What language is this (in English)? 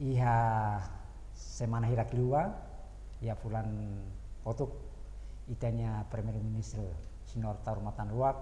Tetum